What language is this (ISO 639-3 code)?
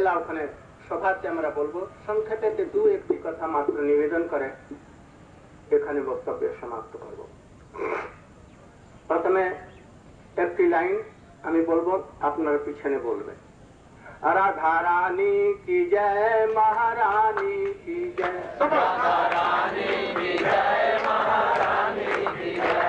ben